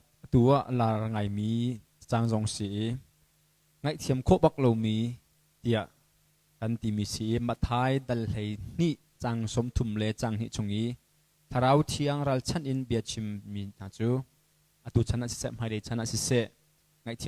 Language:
Hakha Chin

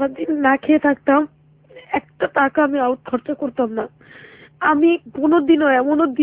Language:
Bangla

